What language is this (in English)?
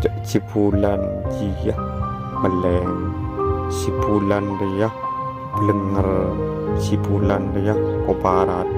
Madurese